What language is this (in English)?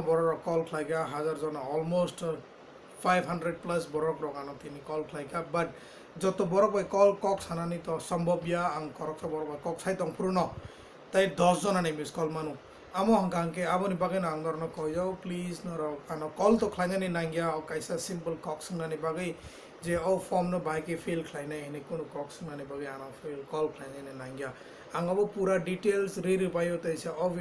Kok Borok